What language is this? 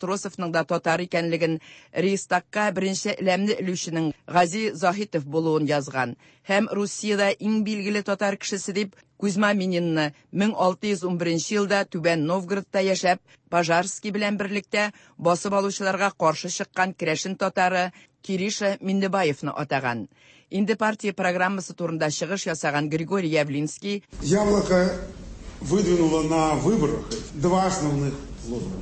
Tatar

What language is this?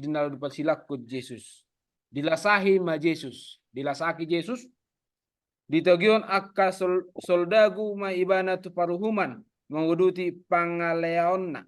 Batak Toba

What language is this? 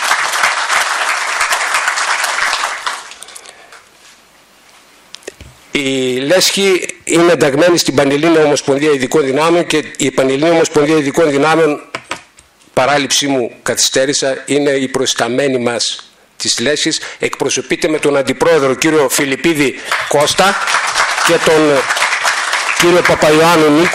Greek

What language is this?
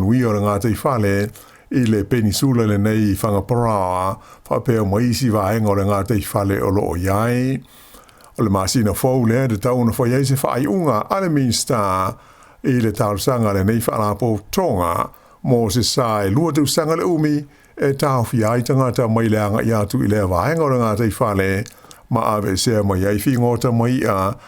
Samoan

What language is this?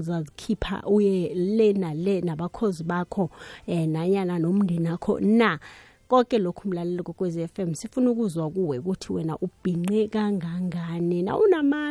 South Ndebele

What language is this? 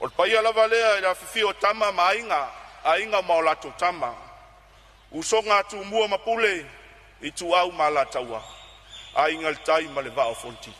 Samoan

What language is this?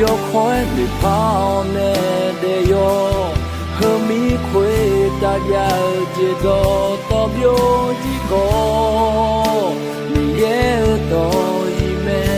Akha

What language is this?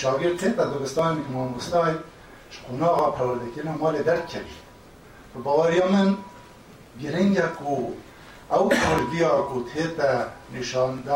Kurdish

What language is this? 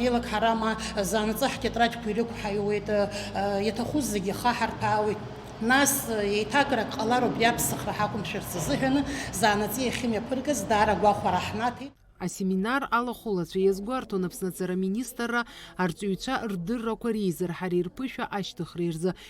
Abkhazian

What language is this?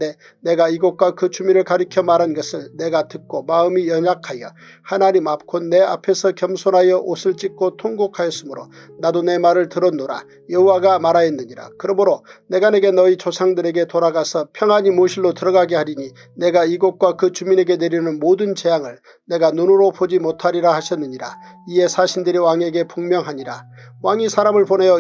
Korean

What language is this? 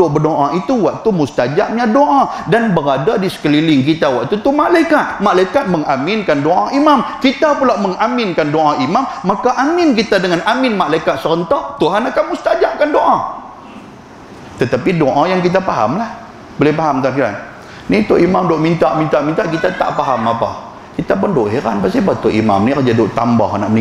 Malay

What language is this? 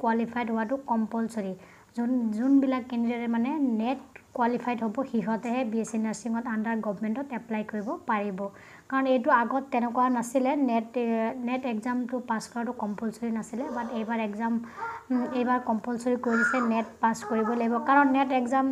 Assamese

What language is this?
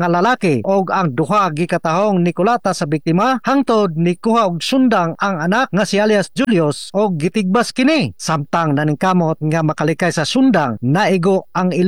Cebuano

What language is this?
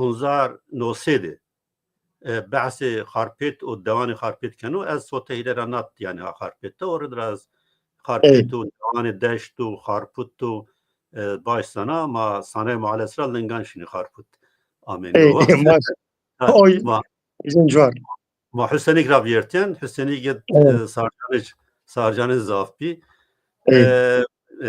Zaza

